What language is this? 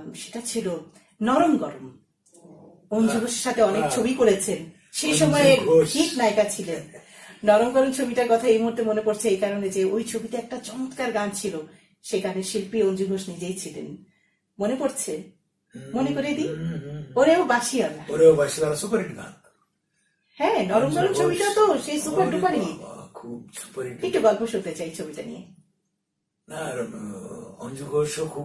Bangla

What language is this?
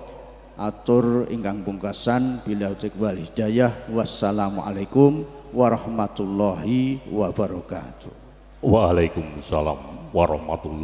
Javanese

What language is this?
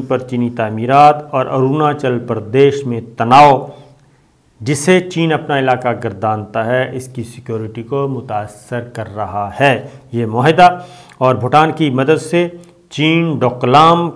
Urdu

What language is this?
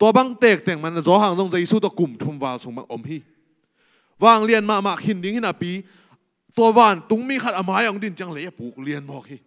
Tedim Chin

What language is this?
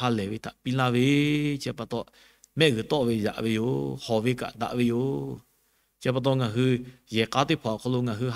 Lahu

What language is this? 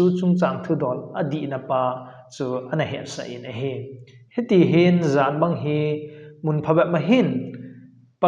Thado Chin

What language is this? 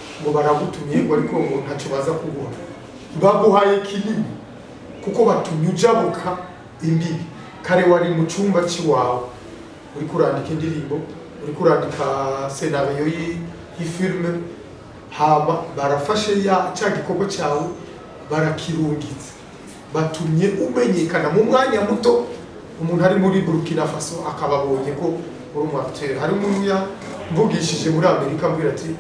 Rundi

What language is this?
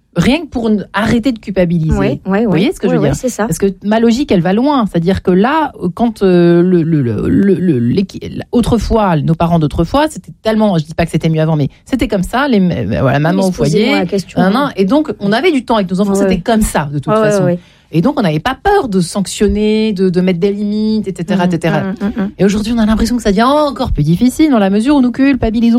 French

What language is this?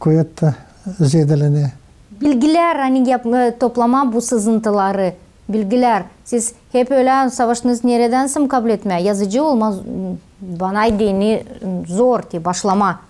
Gagauz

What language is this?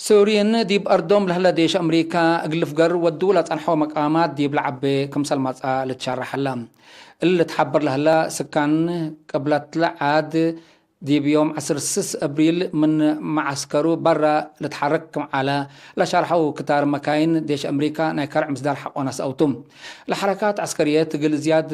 Tigre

